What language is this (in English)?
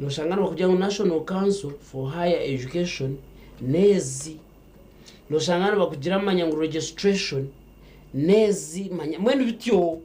Nyankole